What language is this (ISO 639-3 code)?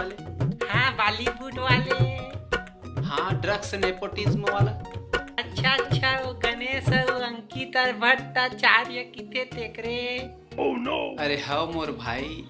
hne